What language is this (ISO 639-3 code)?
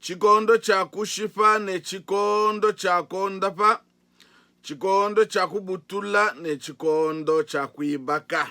lua